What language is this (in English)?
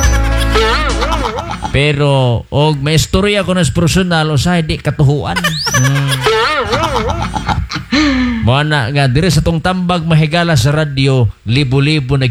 Cebuano